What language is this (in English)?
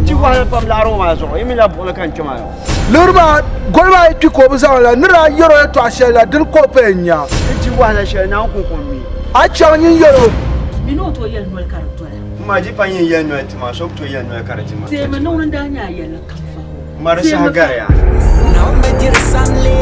Dagbani